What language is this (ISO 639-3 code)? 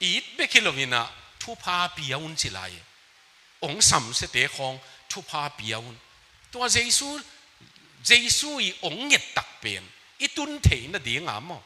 ctd